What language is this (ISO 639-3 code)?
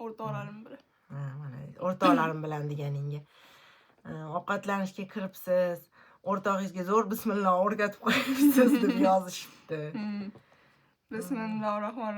uzb